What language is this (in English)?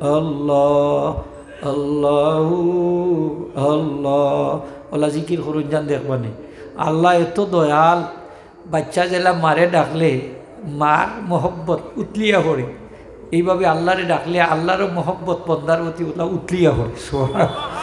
Sylheti